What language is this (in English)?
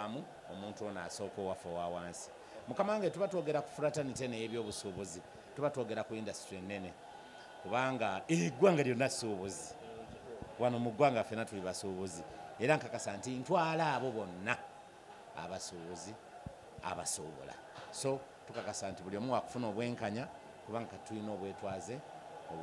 Ganda